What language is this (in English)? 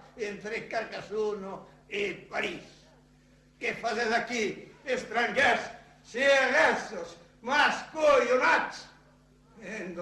Occitan